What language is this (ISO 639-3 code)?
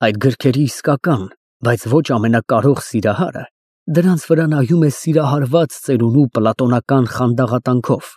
hye